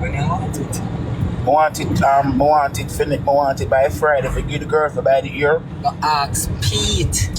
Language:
Jamaican Creole English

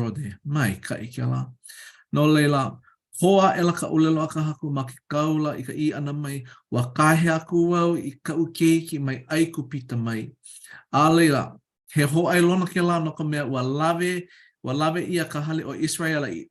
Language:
Hawaiian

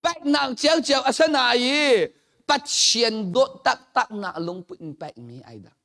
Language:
Hakha Chin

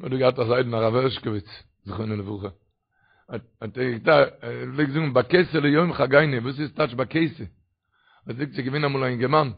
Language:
Yiddish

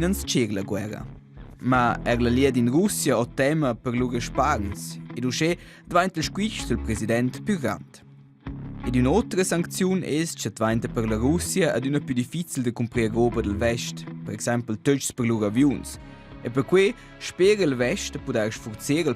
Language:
Romansh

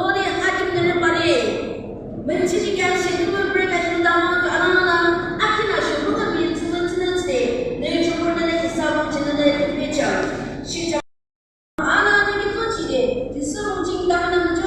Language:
Yimchungru Naga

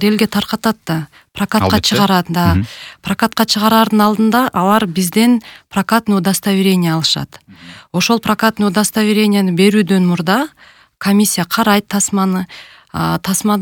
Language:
Kyrgyz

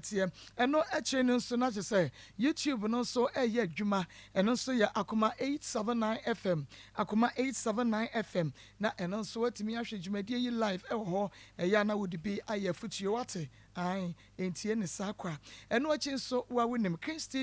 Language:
Akan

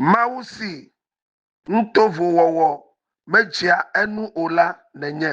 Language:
Ewe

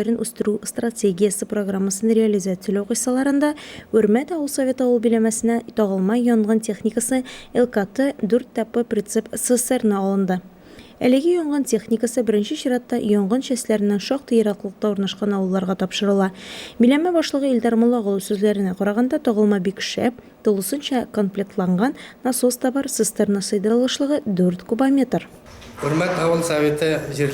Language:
Tatar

